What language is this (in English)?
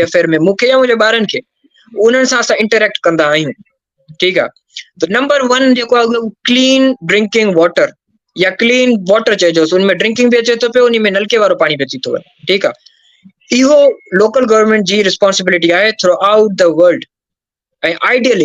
Sindhi